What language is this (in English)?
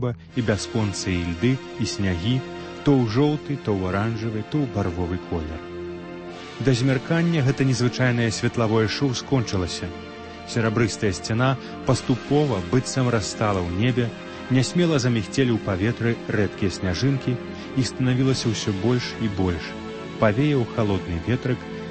Belarusian